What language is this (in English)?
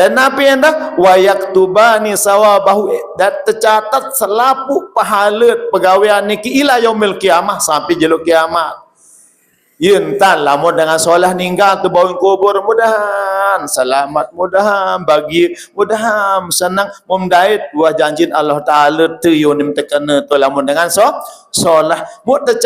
Sasak